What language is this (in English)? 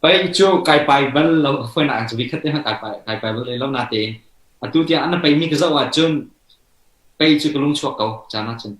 Hakha Chin